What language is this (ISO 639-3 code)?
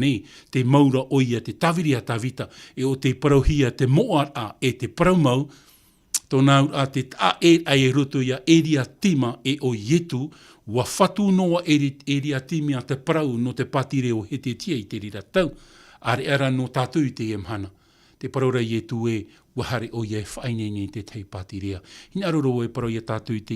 tah